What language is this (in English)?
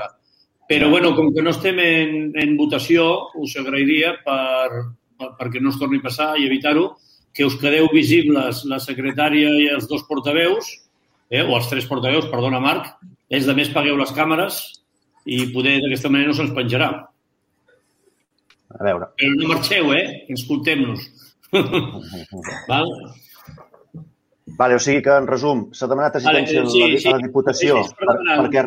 Catalan